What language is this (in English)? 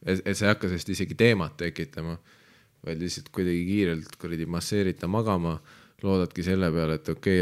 Estonian